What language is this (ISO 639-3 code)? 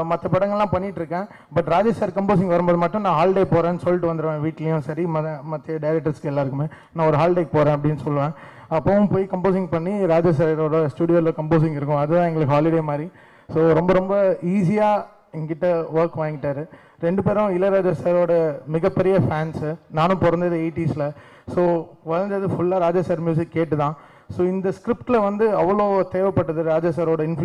tam